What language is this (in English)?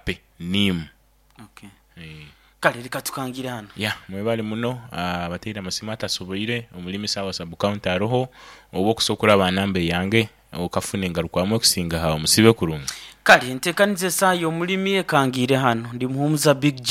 Nyoro